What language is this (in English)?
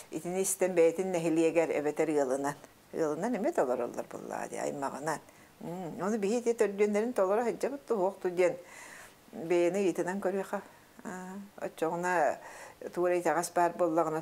Yakut